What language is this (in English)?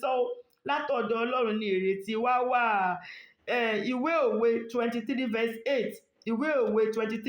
Yoruba